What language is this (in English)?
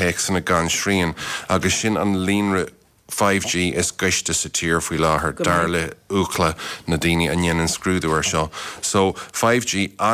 Irish